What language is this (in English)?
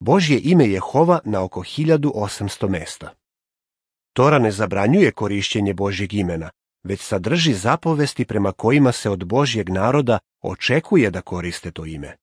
Serbian